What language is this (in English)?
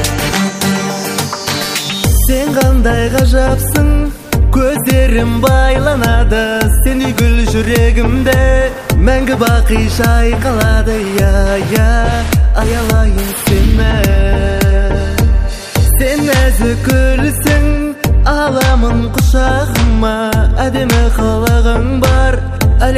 Kazakh